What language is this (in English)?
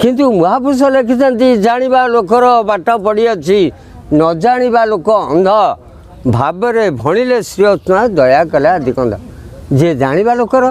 Odia